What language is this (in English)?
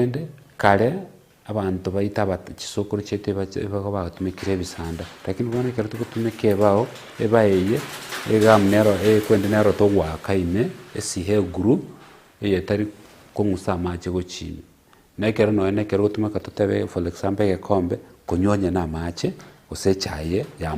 Gusii